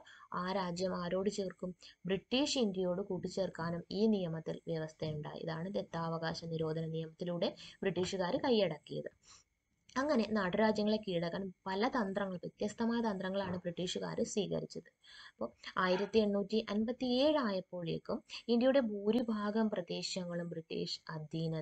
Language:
Malayalam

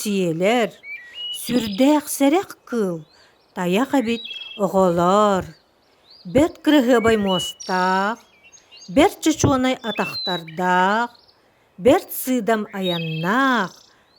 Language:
Yakut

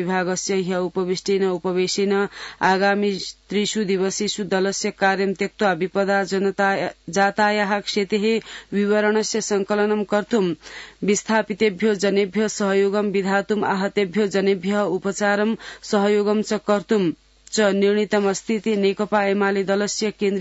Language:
Sanskrit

